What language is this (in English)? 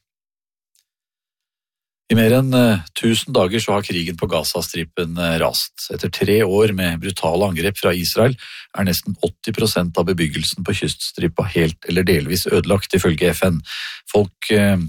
Norwegian